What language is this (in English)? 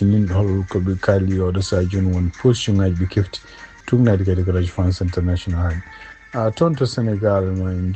Fula